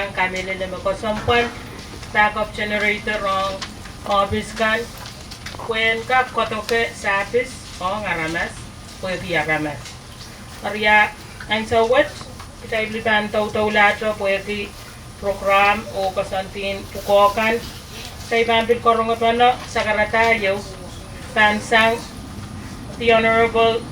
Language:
Pohnpeian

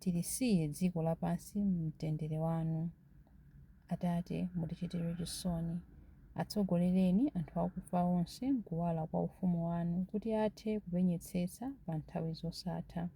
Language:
Nyanja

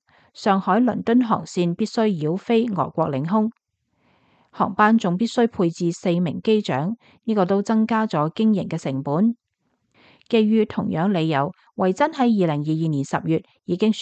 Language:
Cantonese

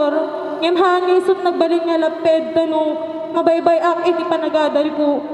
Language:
Iloko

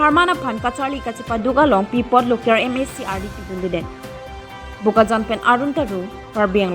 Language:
Karbi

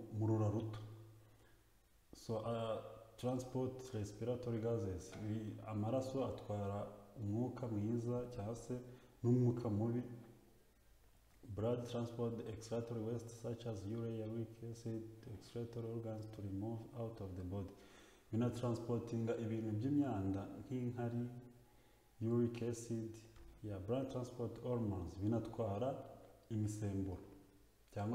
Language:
Kinyarwanda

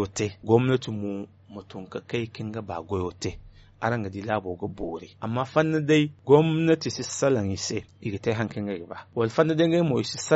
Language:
Zarma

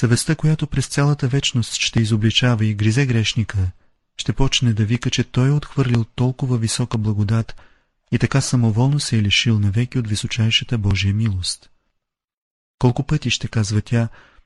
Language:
Bulgarian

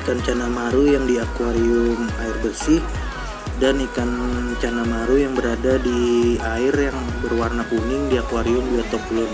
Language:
Banjar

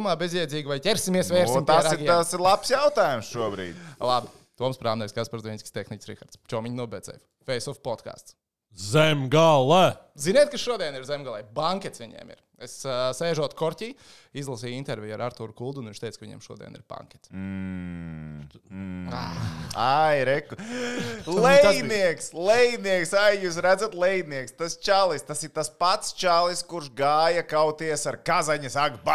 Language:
Latvian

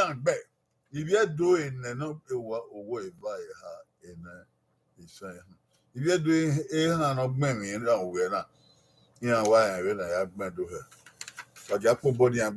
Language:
Bini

